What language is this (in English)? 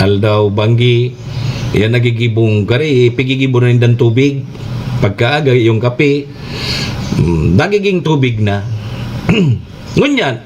Bikol